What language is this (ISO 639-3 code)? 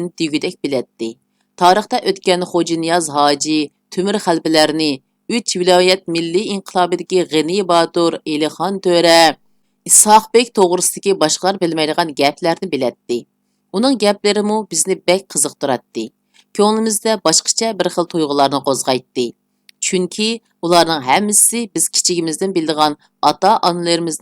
uig